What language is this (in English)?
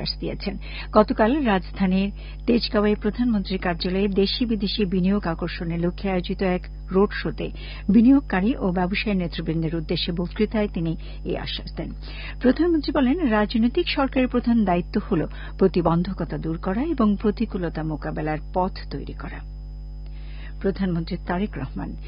Bangla